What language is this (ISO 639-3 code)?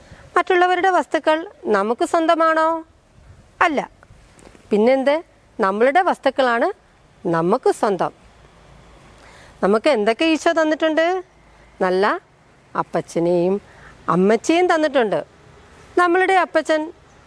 mal